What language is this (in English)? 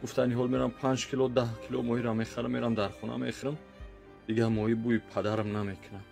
Tajik